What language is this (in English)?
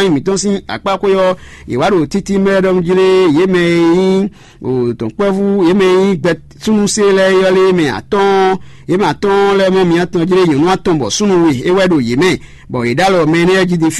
Fon